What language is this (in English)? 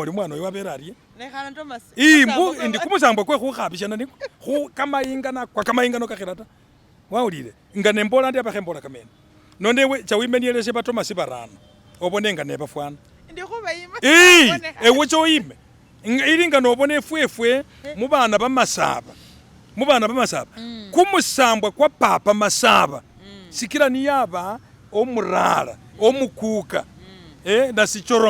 Masaaba